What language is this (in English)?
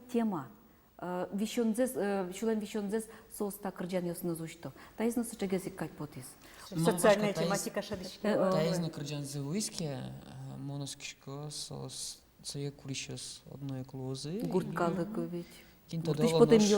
Udmurt